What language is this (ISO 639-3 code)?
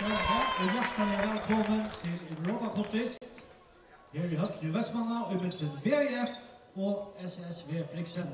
fao